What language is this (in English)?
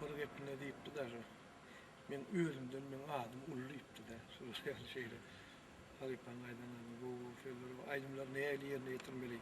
Turkmen